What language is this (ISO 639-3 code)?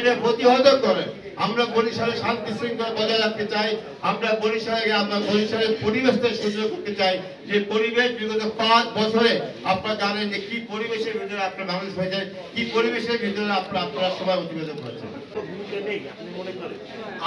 ben